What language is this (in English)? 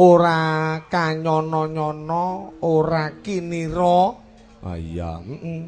Javanese